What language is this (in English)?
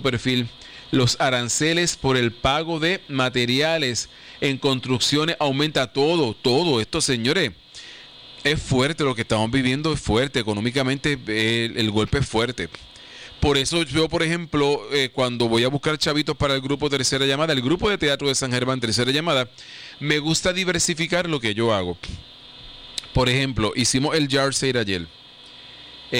Spanish